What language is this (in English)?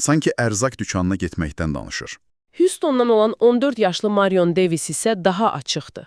Azerbaijani